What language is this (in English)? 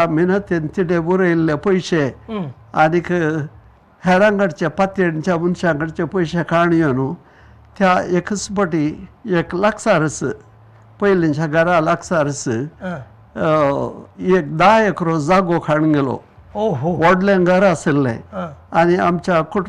Konkani